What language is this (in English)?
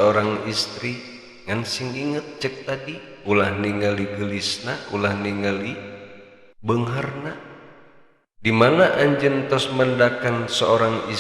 Sundanese